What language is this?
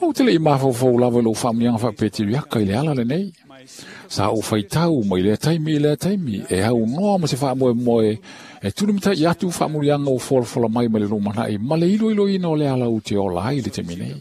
Samoan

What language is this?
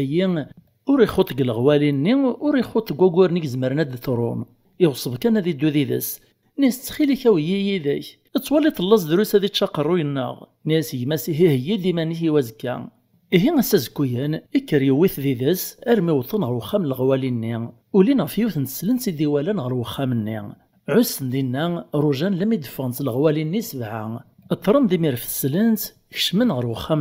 Kabyle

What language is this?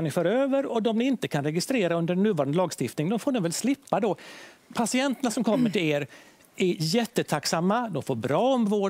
Swedish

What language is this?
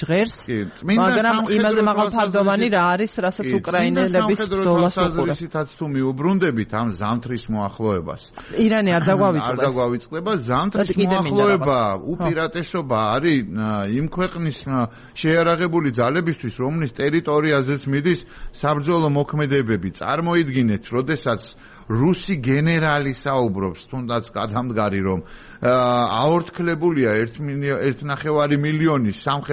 Georgian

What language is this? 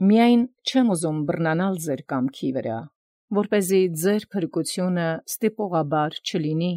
Armenian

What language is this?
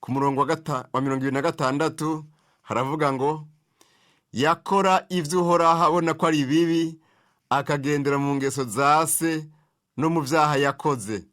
Rundi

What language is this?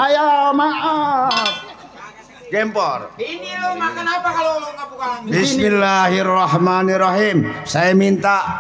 Betawi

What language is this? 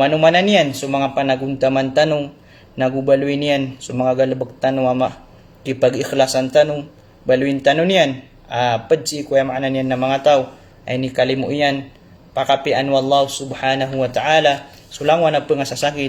Maranao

